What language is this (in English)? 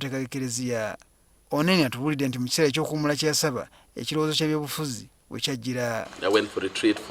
Ganda